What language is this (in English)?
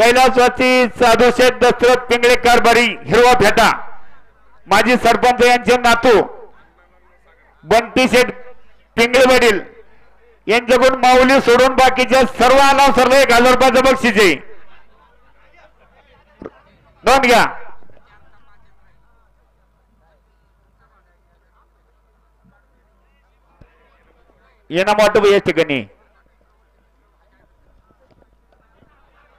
Marathi